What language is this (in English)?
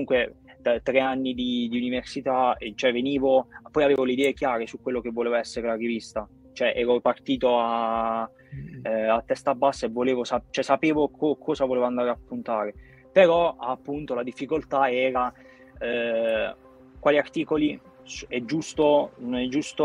Italian